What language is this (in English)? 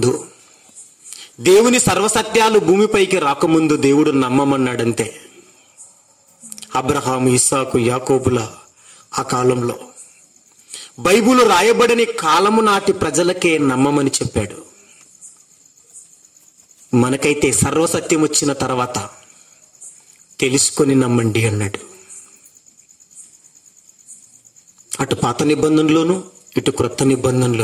Telugu